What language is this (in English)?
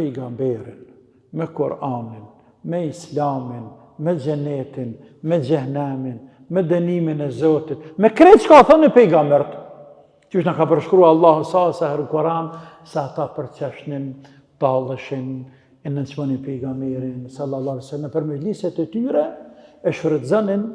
Albanian